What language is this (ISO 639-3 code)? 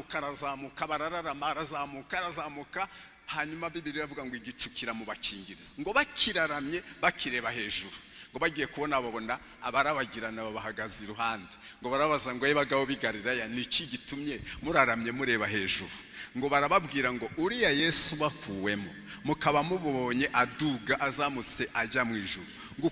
kin